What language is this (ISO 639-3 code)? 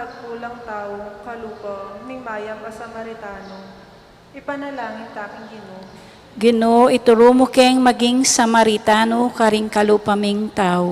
pam